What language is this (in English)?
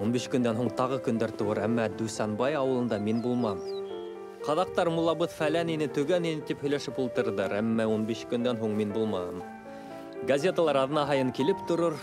Bashkir